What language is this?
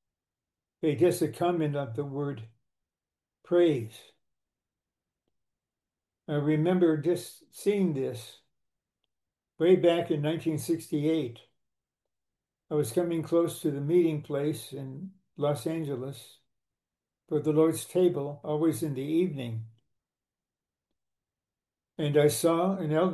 English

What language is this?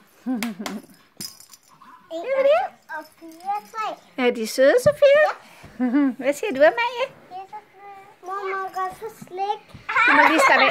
Danish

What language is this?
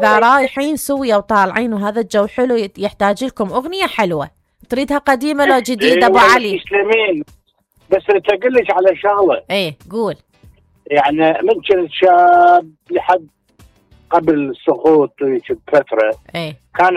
Mesopotamian Arabic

